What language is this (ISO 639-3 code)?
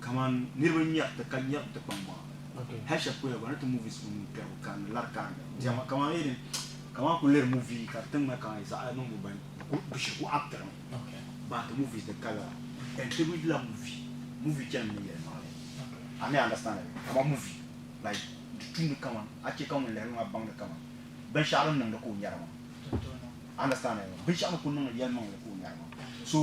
dag